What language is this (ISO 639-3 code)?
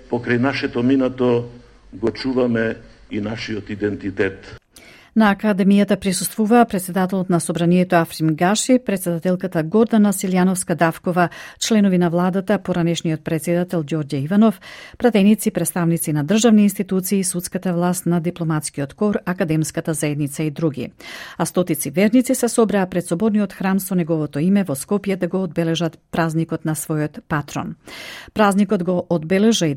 mkd